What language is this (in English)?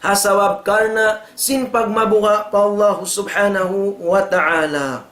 Tausug